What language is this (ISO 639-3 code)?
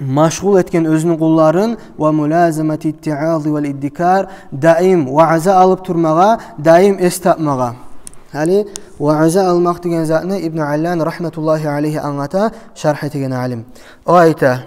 kum